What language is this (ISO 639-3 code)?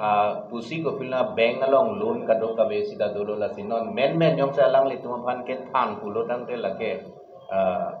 mjw